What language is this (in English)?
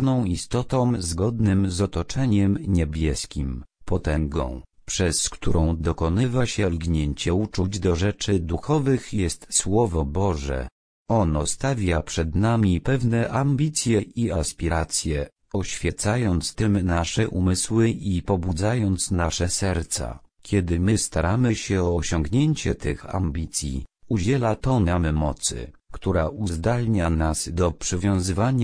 Polish